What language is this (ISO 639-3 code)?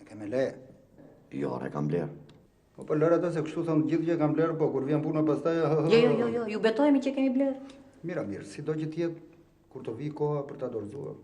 sqi